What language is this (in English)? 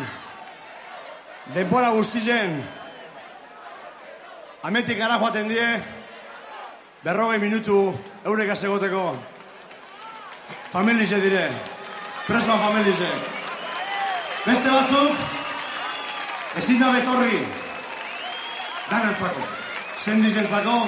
Basque